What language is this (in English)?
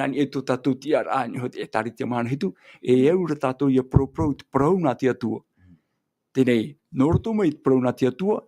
Tahitian